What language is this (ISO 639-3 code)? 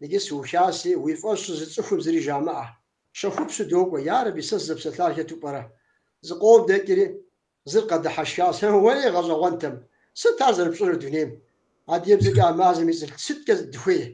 kbd